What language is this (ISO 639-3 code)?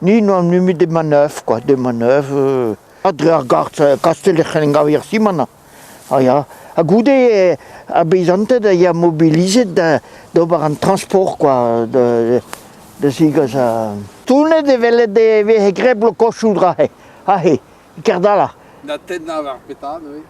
bre